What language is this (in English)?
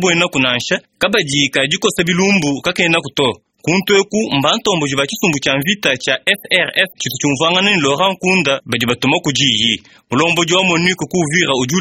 Luba-Lulua